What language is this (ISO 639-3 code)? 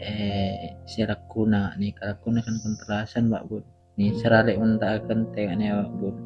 mad